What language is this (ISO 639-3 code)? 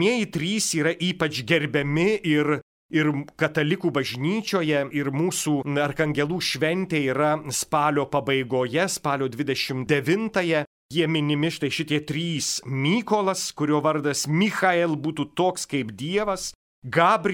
lit